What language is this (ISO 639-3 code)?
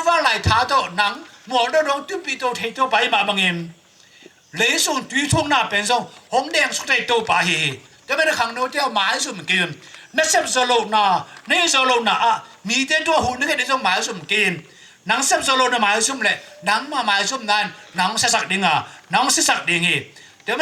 ctd